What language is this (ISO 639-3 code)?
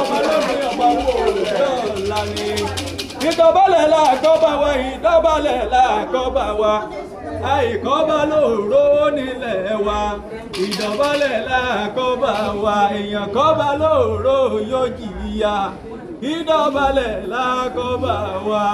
yor